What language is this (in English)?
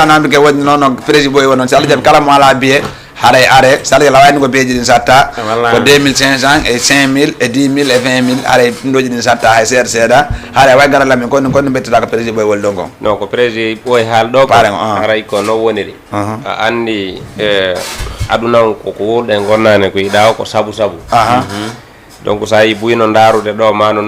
Fula